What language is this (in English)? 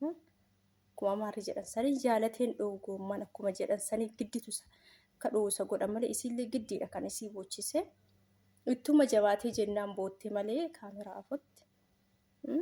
Oromo